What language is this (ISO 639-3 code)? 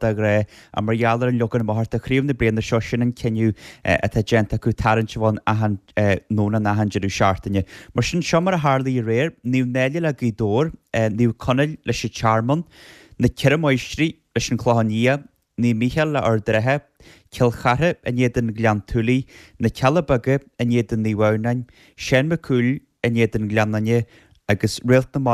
gle